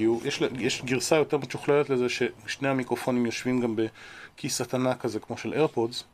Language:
Hebrew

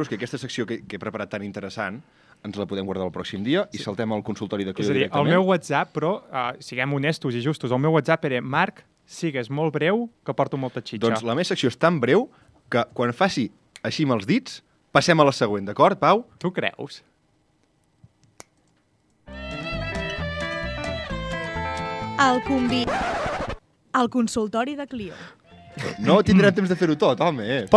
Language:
Catalan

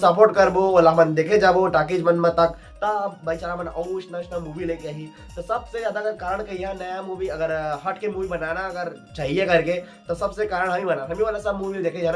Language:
Chhattisgarhi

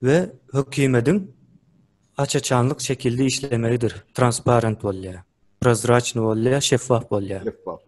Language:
Turkmen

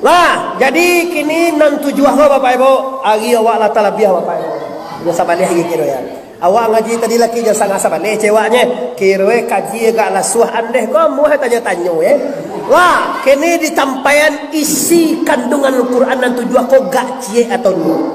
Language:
Minangkabau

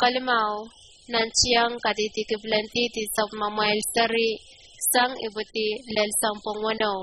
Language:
Pohnpeian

